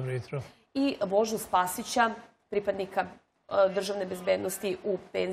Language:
Serbian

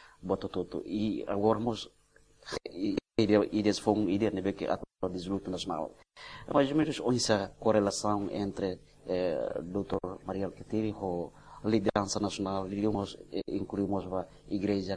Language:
Tetum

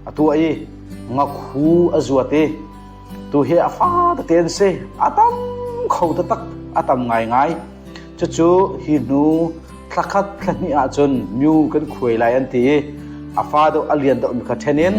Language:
Hakha Chin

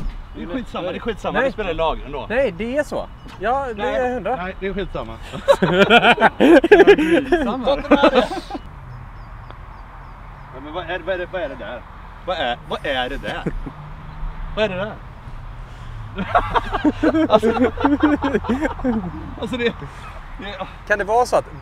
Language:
Swedish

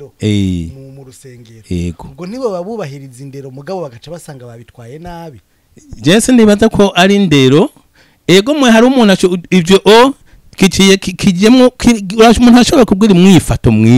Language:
Rundi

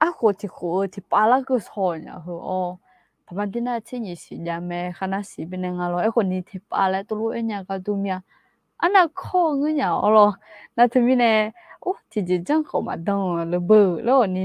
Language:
Akha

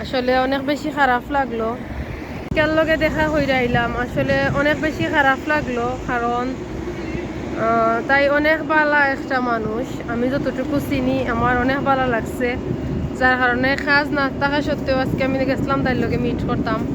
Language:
Sylheti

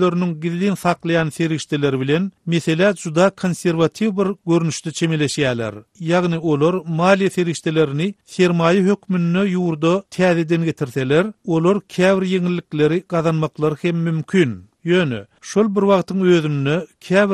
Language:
Turkmen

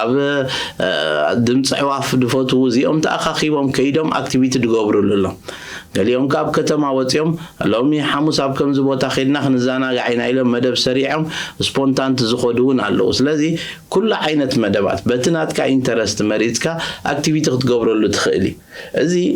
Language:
Tigrinya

